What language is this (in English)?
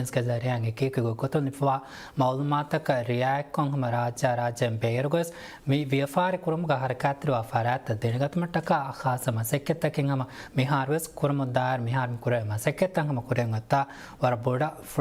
Divehi